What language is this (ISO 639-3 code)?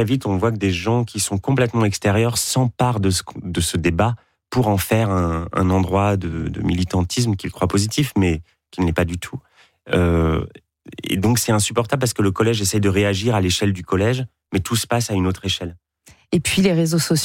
fra